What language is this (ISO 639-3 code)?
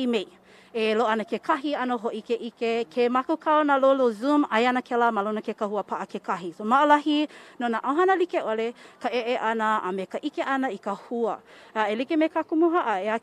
haw